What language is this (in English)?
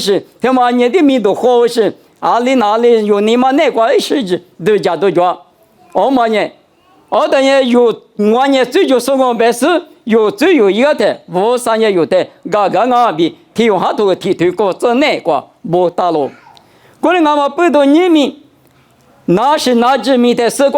Lisu